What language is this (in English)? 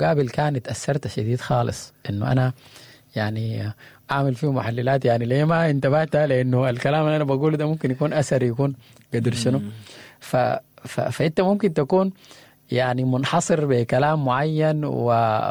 Sudanese Arabic